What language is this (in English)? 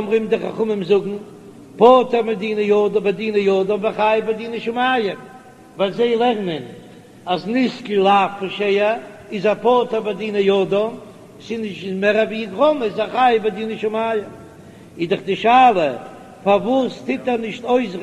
Yiddish